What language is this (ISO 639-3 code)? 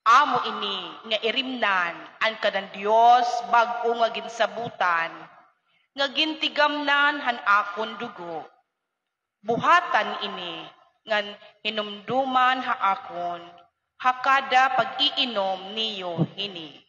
war